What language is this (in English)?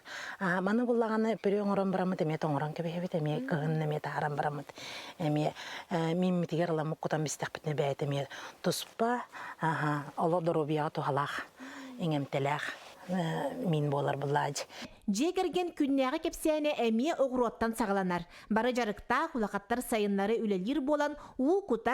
Yakut